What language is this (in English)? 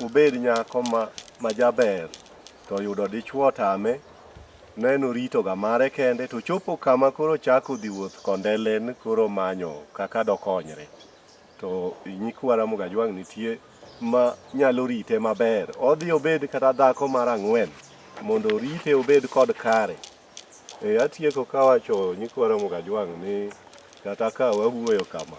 Luo (Kenya and Tanzania)